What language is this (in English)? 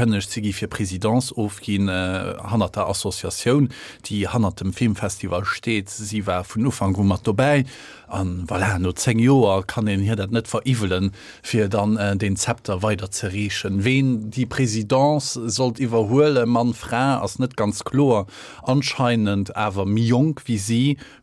Luxembourgish